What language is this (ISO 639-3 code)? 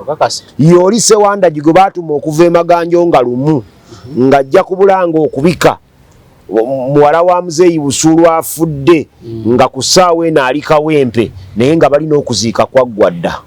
lug